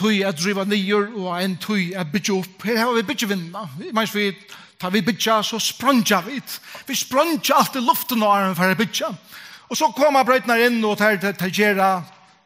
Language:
Faroese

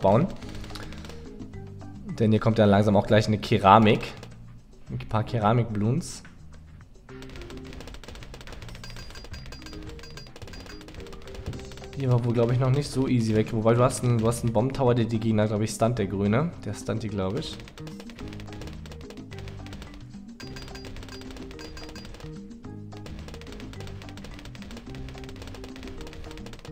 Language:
German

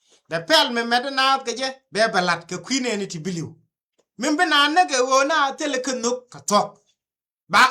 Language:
Nuer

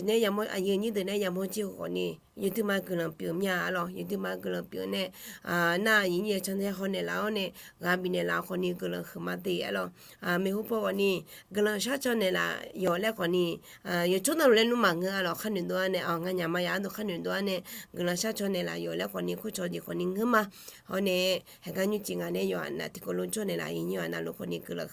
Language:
Akha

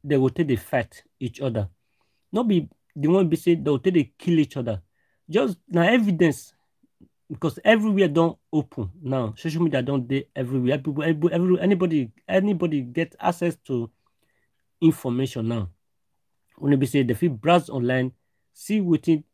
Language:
Nigerian Pidgin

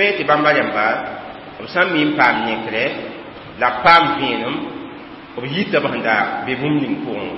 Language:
Mossi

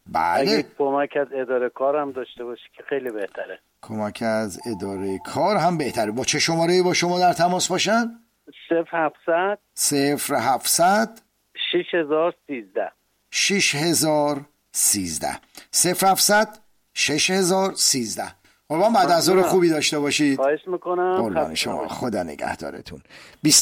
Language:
Persian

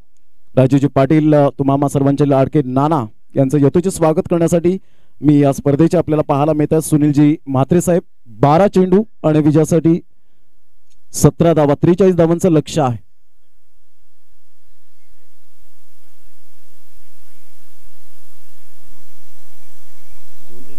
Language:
Marathi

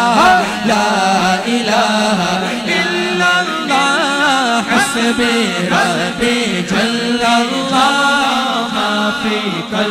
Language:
Urdu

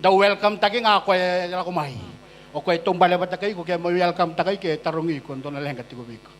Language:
Fijian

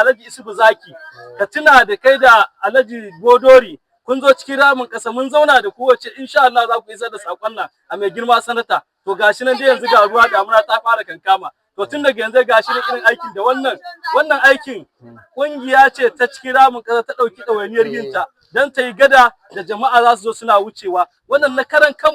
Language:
Hausa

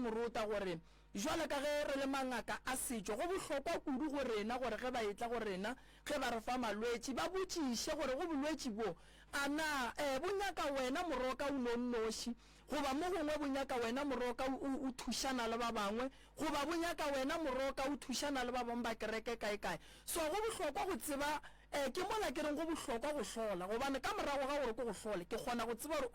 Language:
Northern Sotho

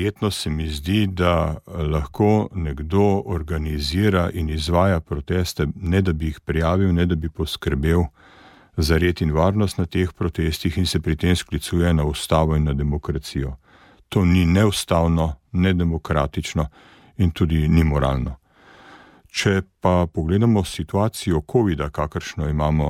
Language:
Slovenian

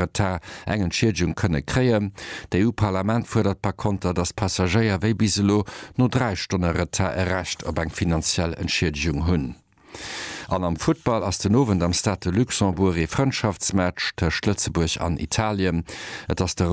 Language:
Luxembourgish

